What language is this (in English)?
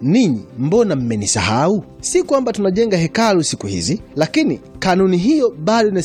Swahili